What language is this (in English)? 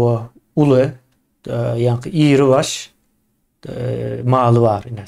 Turkmen